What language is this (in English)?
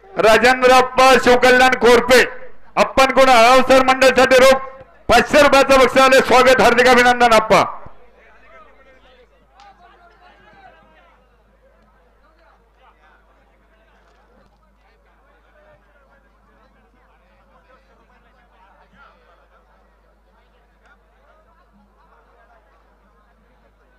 Marathi